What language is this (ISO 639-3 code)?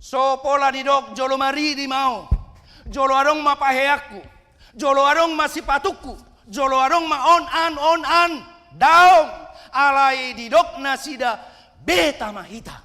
bbc